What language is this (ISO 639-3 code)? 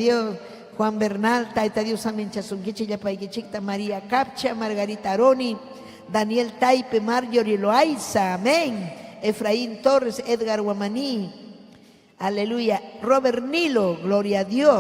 quy